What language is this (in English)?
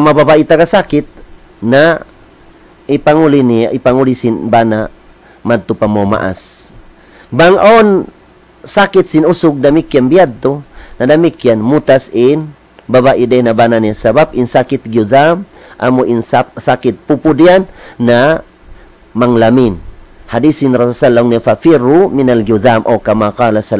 Tausug